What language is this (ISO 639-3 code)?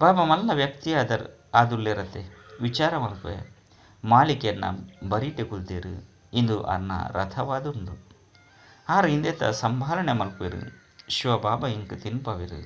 tcy